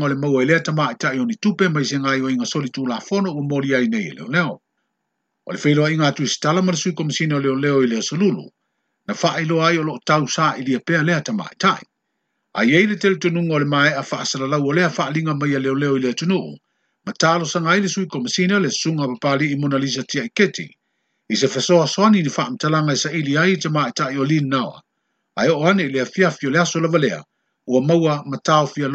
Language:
Samoan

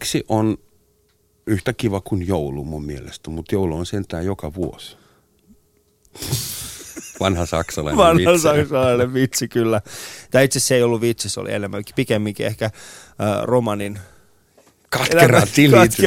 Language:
Finnish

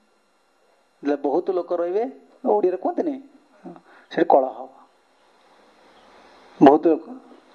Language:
Odia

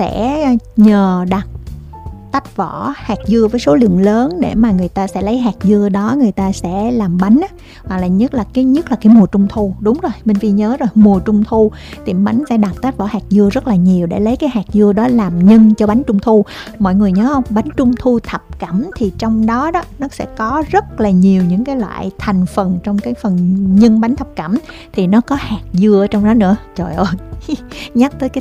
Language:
Vietnamese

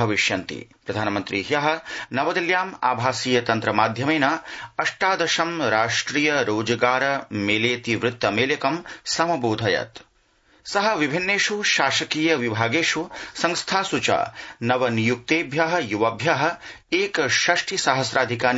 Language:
Sanskrit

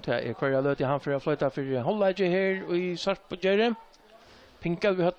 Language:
Faroese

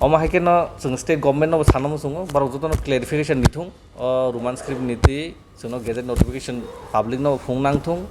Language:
Kok Borok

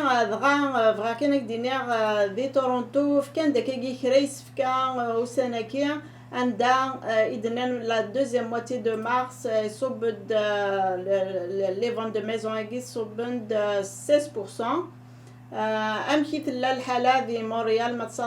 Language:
Kabyle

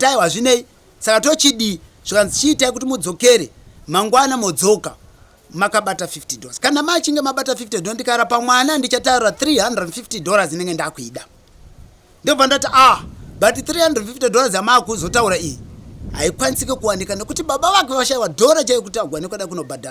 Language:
Shona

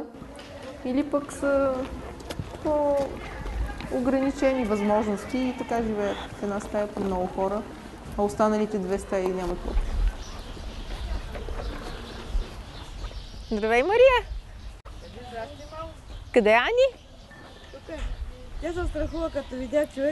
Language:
Bulgarian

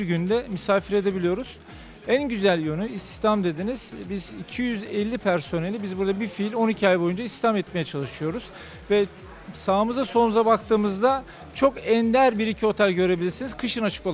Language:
Turkish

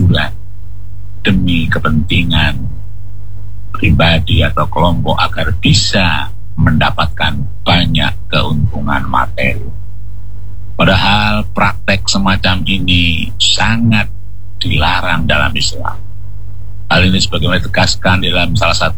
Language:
Indonesian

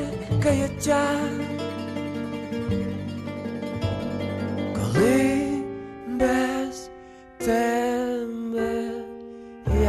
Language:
Ukrainian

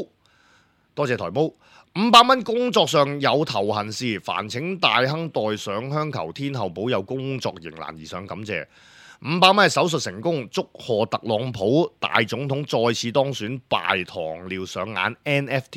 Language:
Cantonese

